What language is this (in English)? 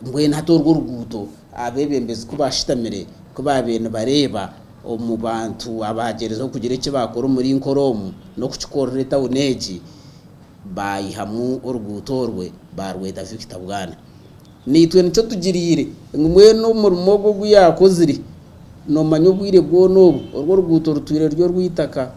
Nyankole